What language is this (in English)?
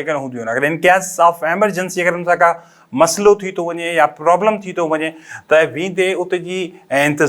Sindhi